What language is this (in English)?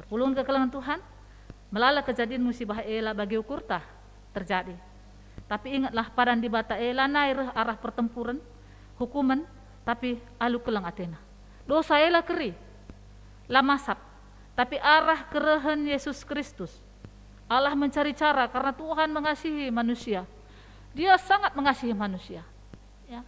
Batak Karo